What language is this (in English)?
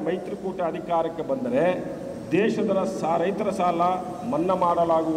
Kannada